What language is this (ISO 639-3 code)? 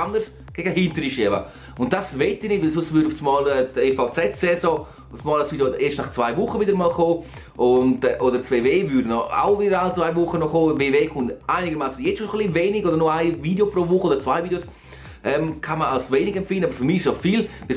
gsw